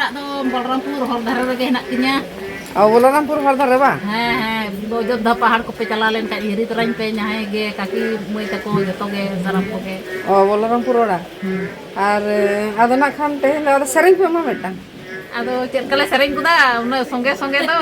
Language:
Santali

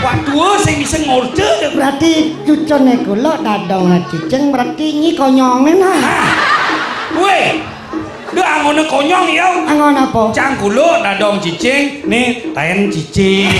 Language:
Balinese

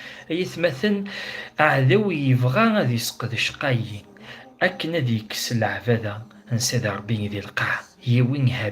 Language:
Kabyle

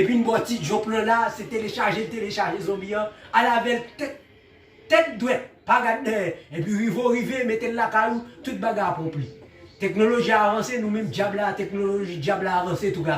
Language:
Haitian Creole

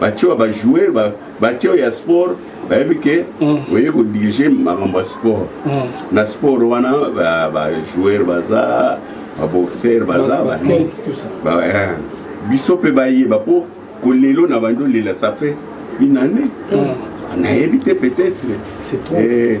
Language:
Lingala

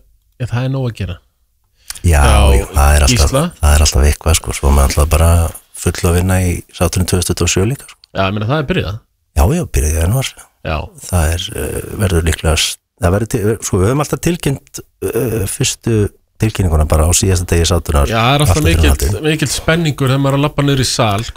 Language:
Icelandic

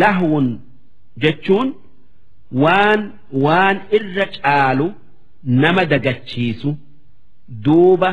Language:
Oromo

